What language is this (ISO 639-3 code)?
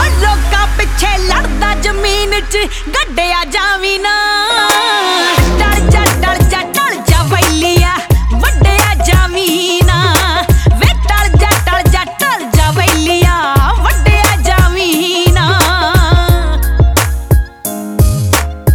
pan